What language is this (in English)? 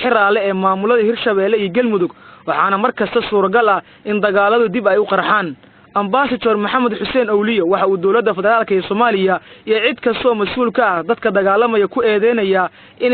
Somali